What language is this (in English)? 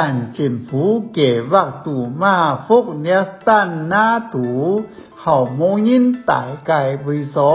Hakka Chinese